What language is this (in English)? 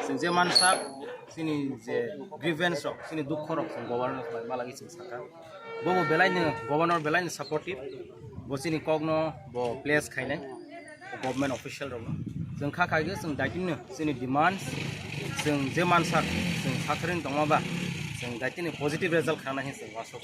Kok Borok